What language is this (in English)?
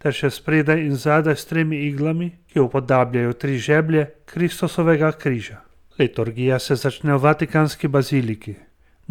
Slovenian